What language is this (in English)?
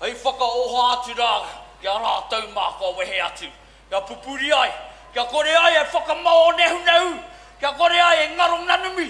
Māori